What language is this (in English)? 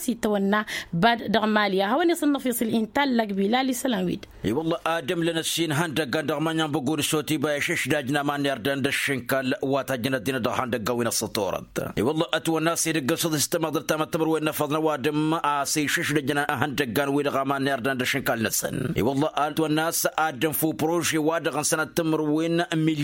Tamasheq